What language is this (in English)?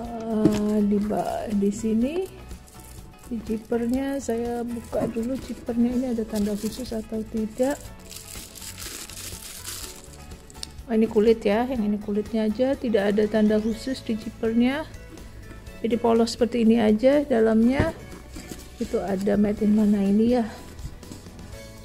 Indonesian